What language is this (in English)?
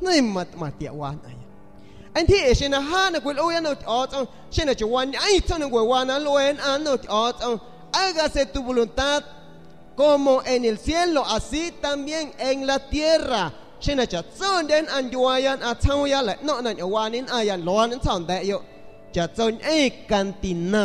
San Pedro Amuzgos Amuzgo